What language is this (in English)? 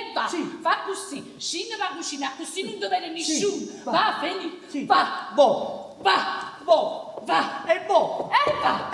Neapolitan